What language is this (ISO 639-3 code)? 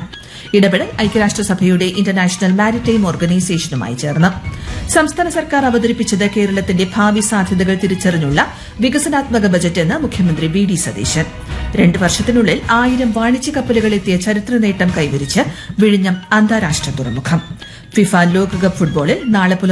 mal